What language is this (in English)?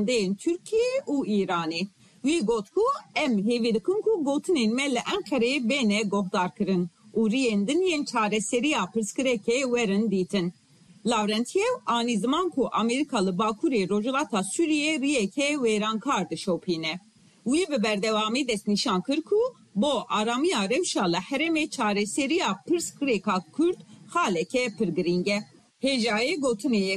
Kurdish